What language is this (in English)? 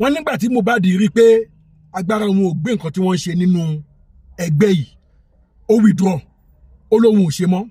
Yoruba